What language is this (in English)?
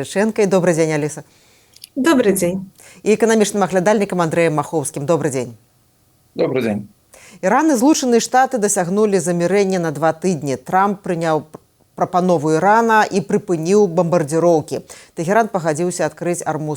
Belarusian